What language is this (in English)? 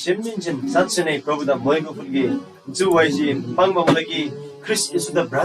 Eastern Tamang